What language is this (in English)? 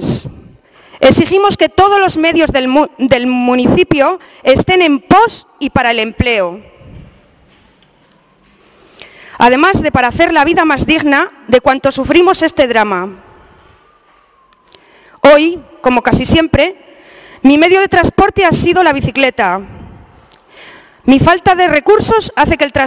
Spanish